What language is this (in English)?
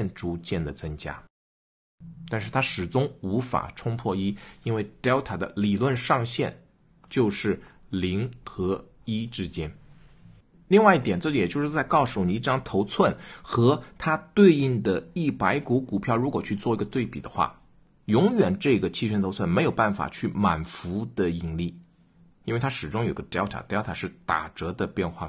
Chinese